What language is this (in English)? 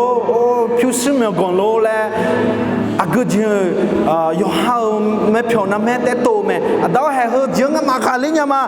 Akha